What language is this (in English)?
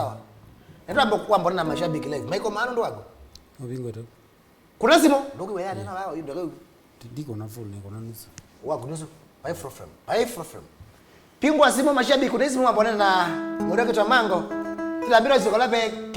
Kamba